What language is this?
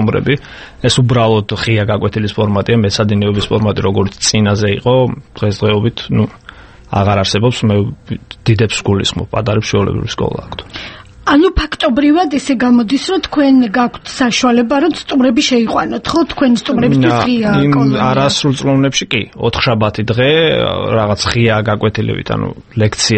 Georgian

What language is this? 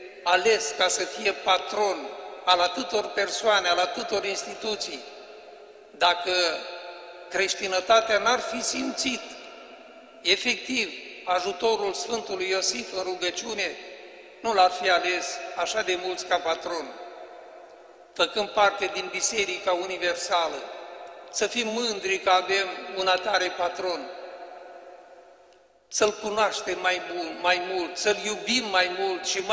Romanian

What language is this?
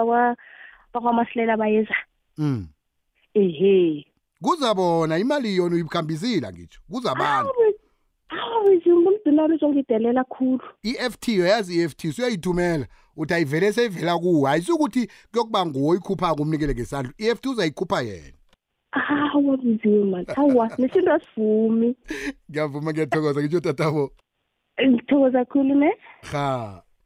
South Ndebele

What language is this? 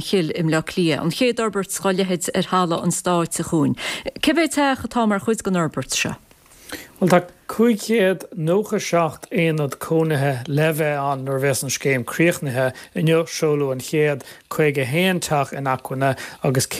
Irish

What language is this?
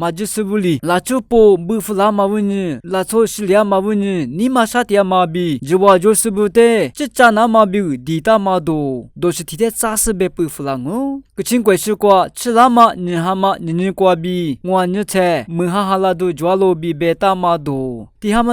Lisu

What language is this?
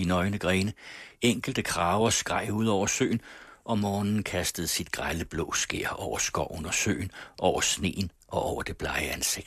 Danish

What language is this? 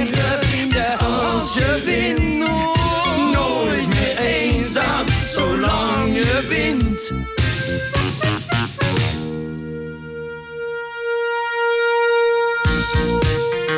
Dutch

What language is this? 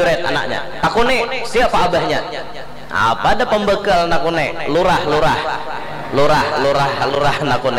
Banjar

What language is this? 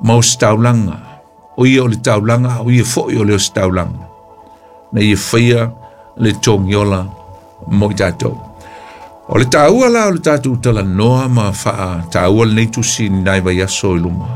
Samoan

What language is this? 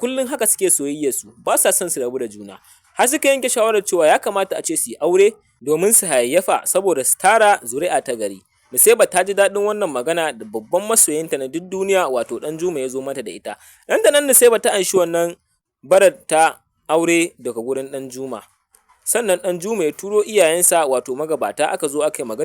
Hausa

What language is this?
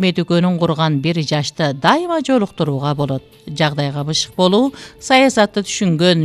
Kyrgyz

